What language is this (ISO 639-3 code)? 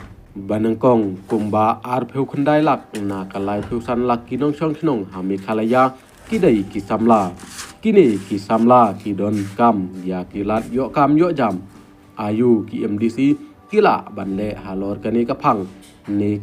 kha